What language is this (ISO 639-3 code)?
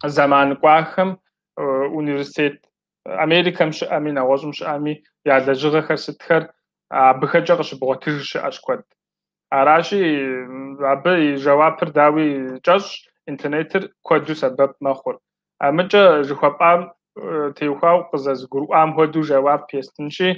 kbd